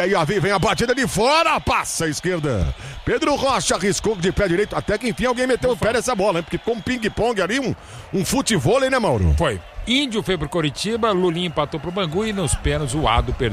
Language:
Portuguese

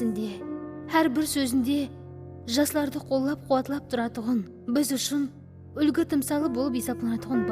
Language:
Kara-Kalpak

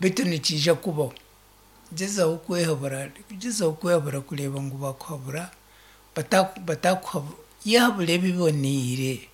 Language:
Nyankole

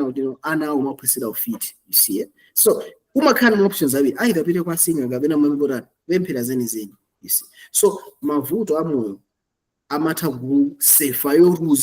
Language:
Nyanja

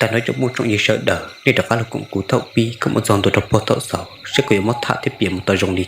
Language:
Hmong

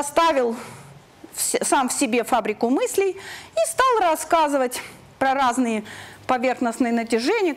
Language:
Russian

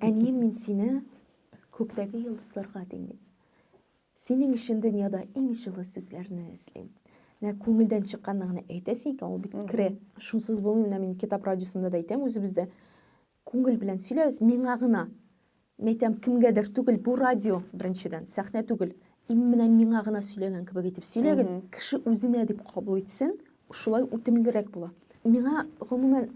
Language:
Tatar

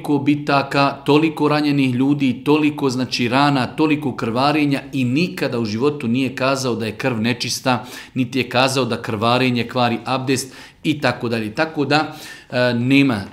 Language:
Bosnian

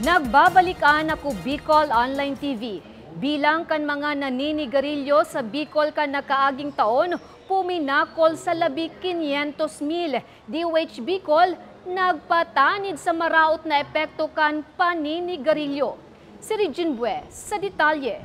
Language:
Bikol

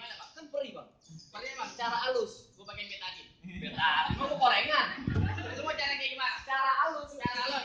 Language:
Betawi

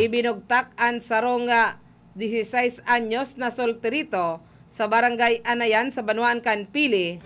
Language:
Bikol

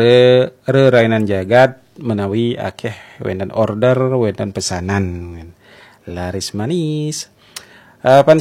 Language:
Balinese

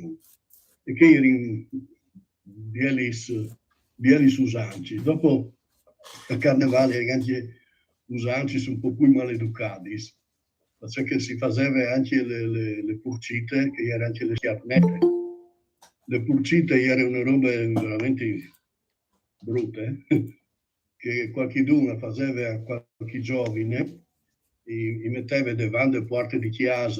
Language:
Friulian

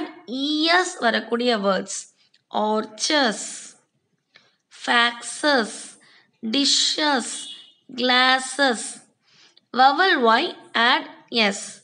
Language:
Tamil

